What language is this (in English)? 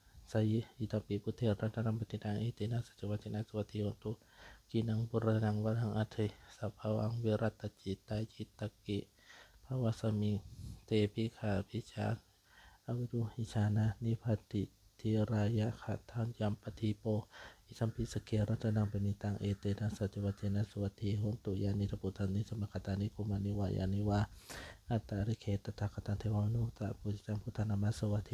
Pali